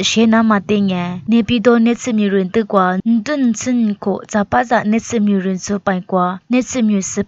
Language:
Lisu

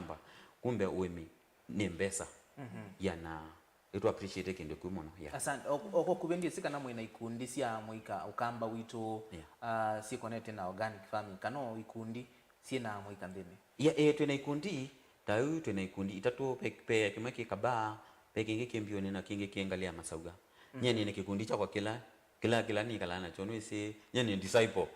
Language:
Kamba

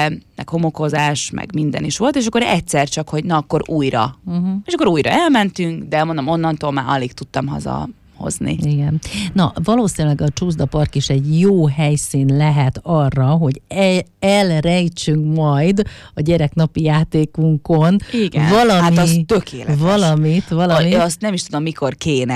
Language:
Hungarian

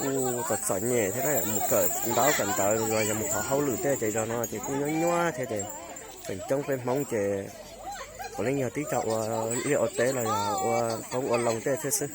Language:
Hmong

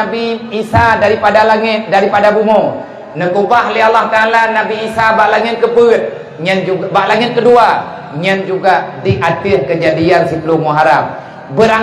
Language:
Achinese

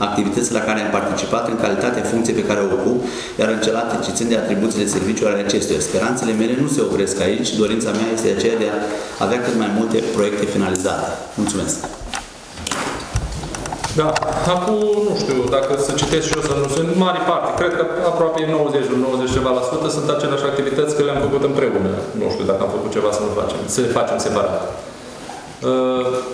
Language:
Romanian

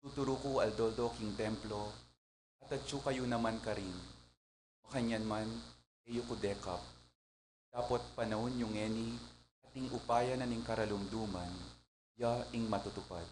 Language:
Pampanga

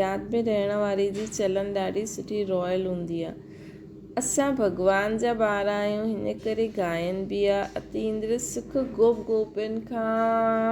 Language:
Sindhi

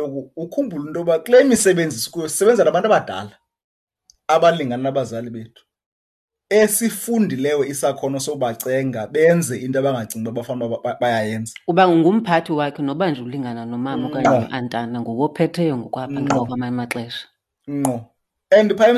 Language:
Xhosa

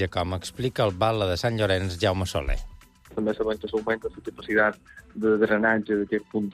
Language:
Catalan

